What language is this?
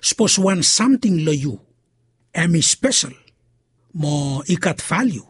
Bislama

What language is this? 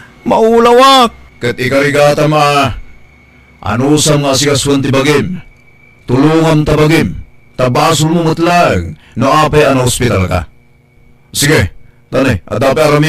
Iloko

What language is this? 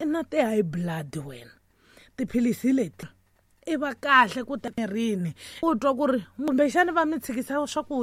Tsonga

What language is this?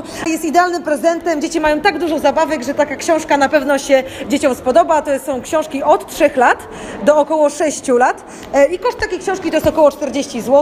Polish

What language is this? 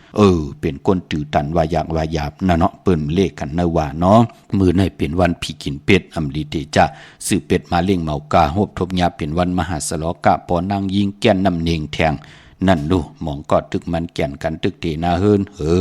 Shan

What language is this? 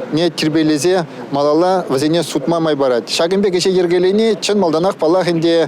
Chuvash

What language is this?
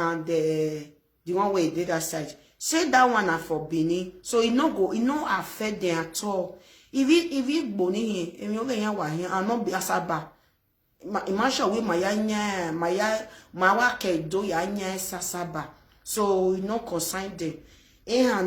Nigerian Pidgin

